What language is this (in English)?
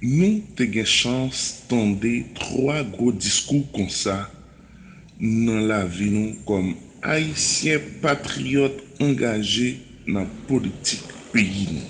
Haitian Creole